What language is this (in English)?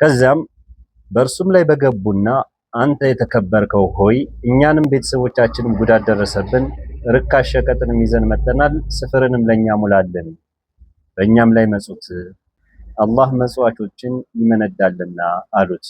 Amharic